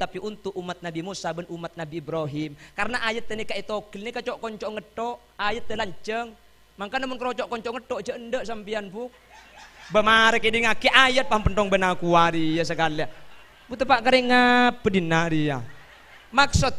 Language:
Madurese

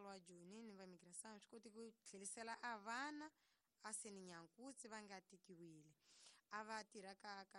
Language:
Tsonga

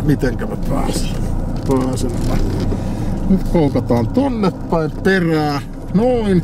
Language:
Finnish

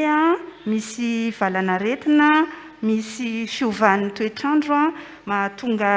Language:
Malagasy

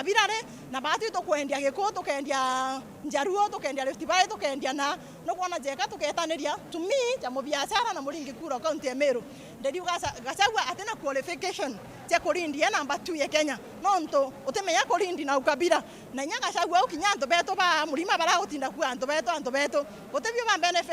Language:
Meru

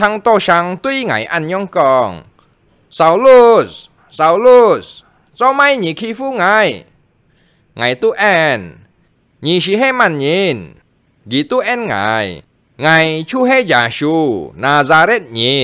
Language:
Hakka Chinese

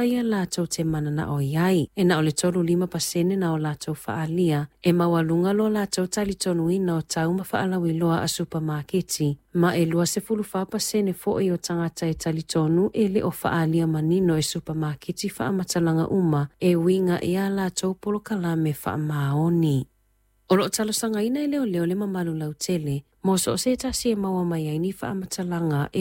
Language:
Samoan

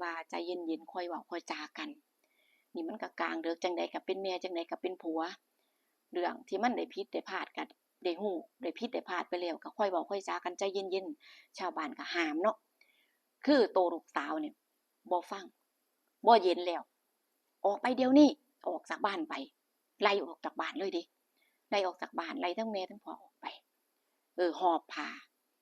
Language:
Northeastern Thai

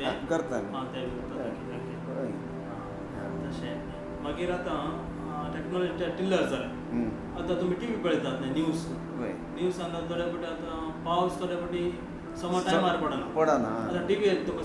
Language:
Konkani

